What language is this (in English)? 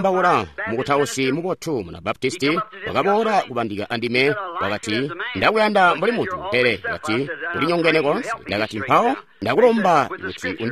Tonga (Zambia)